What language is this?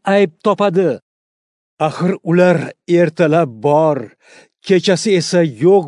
Uzbek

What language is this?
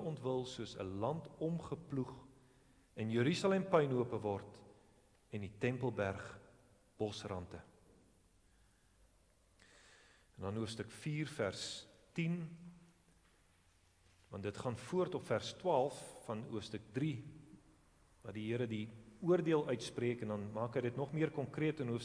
Afrikaans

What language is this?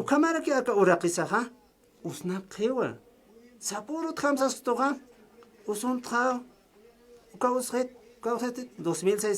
Aymara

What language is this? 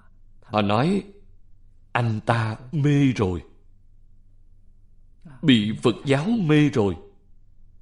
Vietnamese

